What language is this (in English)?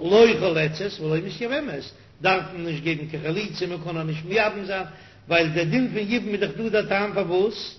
Yiddish